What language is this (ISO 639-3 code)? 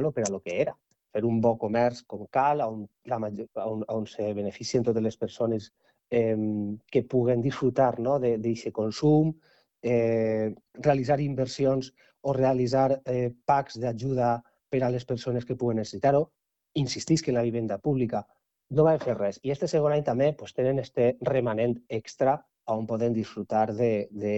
cat